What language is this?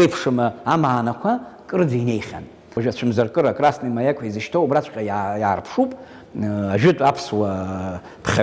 Abkhazian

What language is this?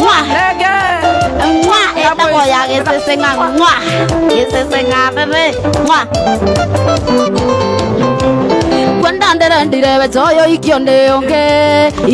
Kikuyu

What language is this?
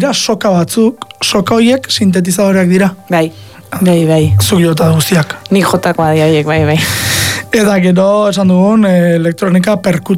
Basque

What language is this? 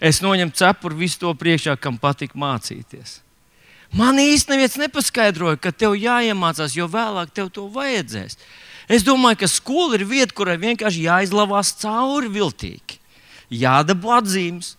Latvian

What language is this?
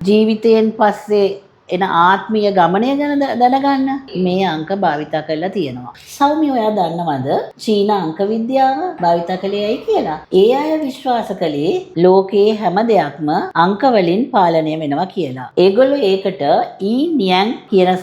Sinhala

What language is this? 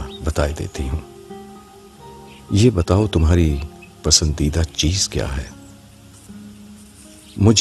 Urdu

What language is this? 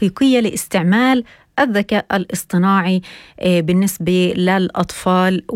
North Levantine Arabic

